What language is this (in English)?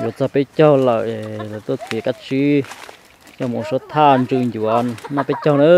Hmong